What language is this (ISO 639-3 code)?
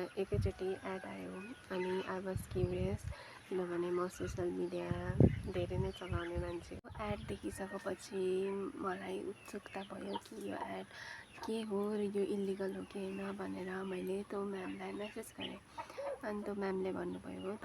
nep